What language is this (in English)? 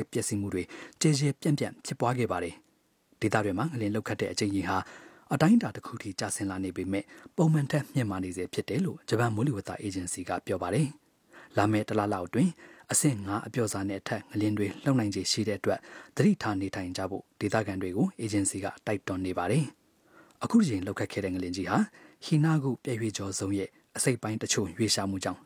Burmese